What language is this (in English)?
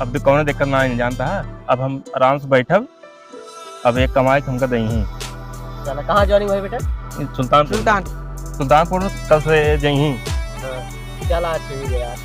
Awadhi